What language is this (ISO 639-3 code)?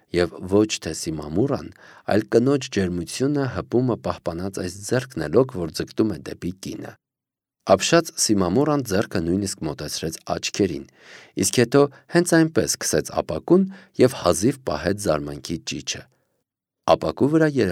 hye